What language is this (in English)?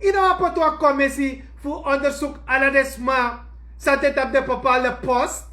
Sranan Tongo